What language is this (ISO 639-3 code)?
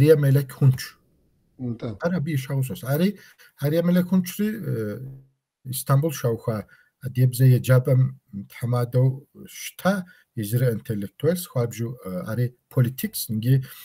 kbd